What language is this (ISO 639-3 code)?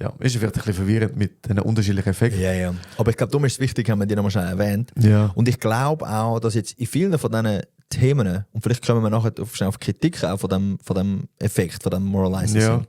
gsw